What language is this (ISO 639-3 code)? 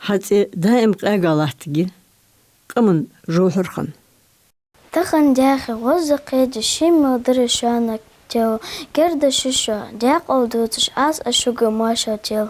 inh